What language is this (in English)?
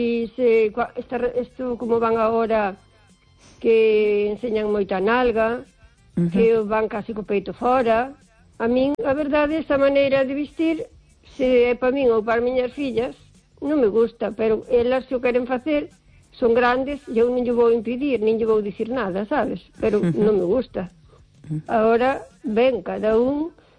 Galician